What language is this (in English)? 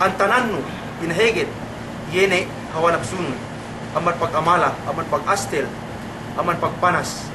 Yakan